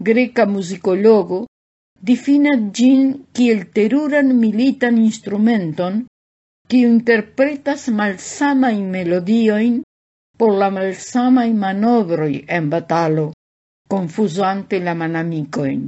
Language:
Esperanto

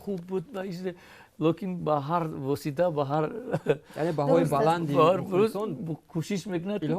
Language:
Tajik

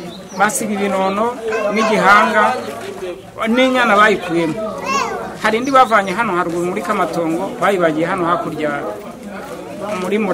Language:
Kinyarwanda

